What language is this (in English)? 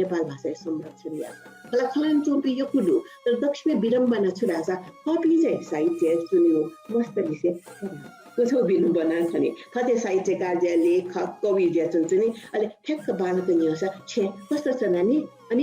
Newari